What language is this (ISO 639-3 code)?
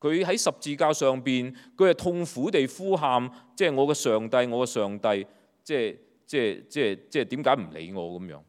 yue